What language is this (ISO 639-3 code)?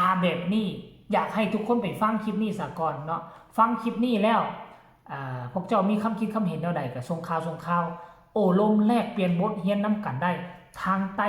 tts